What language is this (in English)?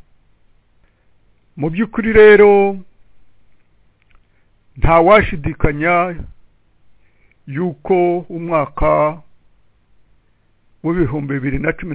Kinyarwanda